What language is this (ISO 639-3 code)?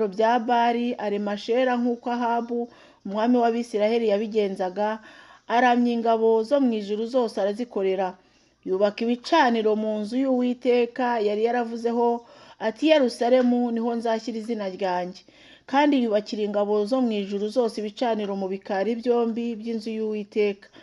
kin